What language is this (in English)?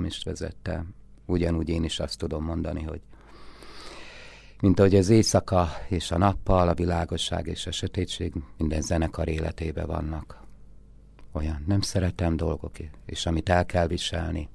Hungarian